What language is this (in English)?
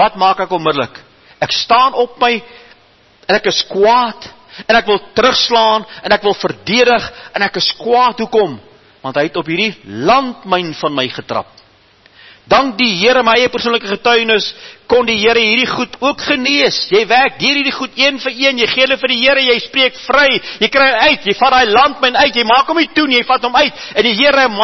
Afrikaans